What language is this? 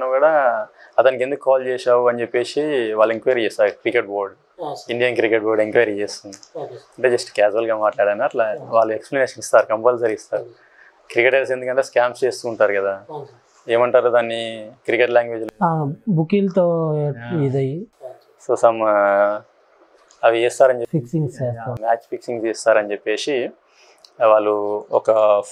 Telugu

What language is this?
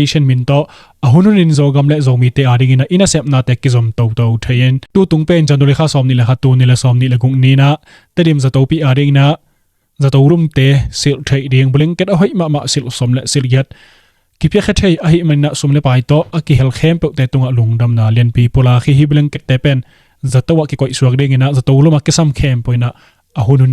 Tedim Chin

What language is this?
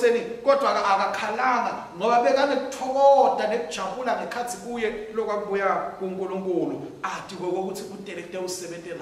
Swati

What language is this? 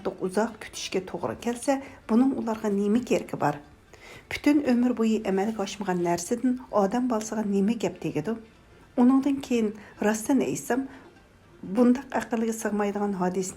Uyghur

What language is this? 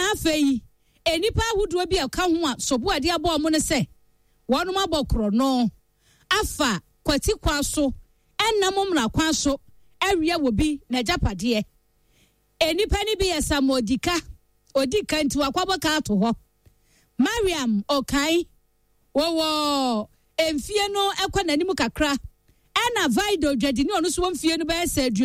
Akan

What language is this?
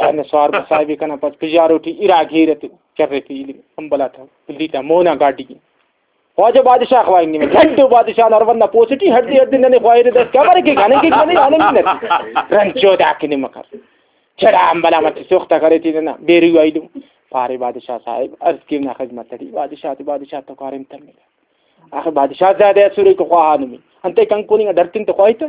Brahui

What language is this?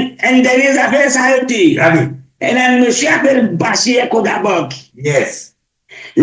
Morisyen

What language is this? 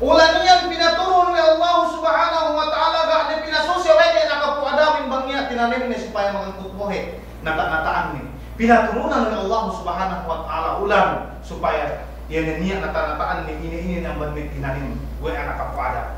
Yakan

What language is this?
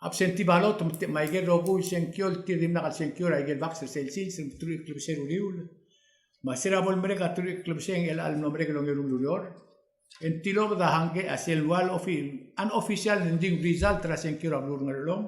Palauan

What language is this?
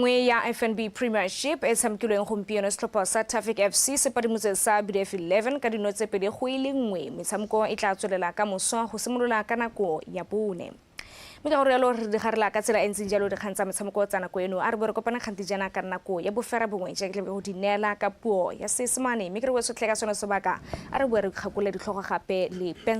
Tswana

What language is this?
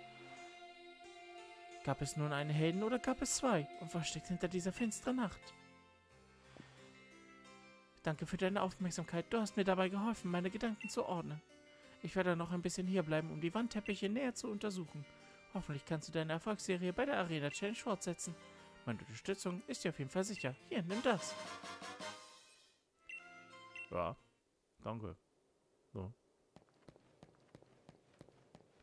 German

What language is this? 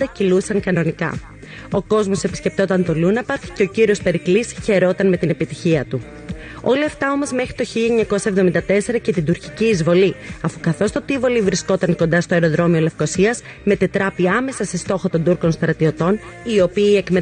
Greek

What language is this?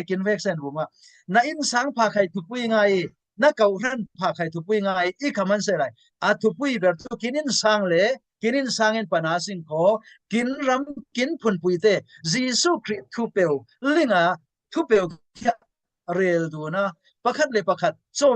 Falam Chin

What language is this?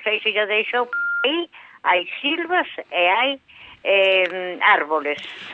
Galician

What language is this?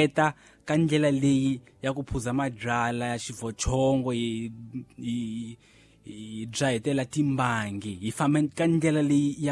Tsonga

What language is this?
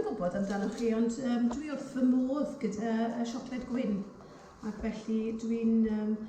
Welsh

